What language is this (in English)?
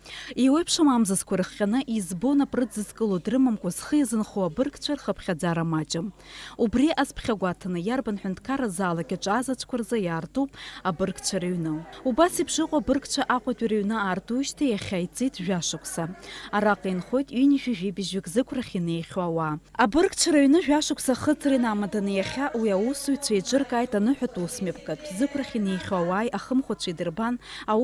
Abkhazian